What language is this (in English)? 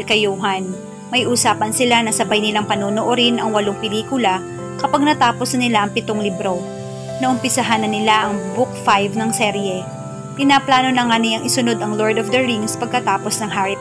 Filipino